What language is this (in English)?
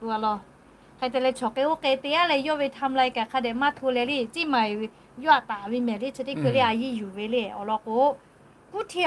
Lahu